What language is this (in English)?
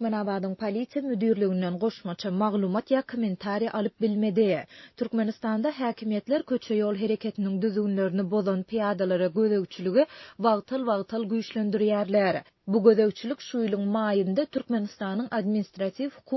Turkmen